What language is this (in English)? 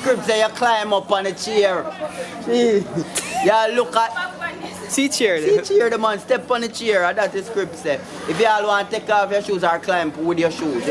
Jamaican Creole English